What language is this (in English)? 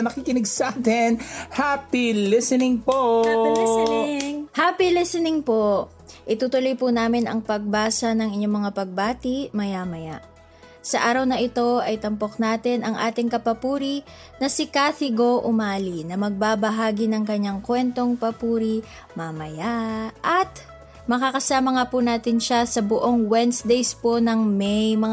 Filipino